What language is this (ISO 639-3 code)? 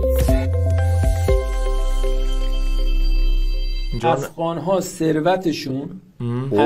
fas